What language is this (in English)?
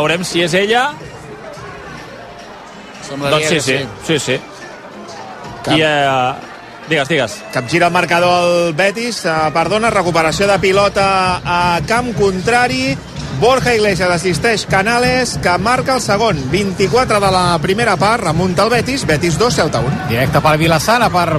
Catalan